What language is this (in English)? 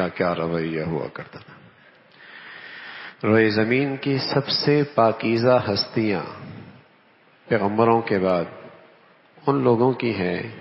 Urdu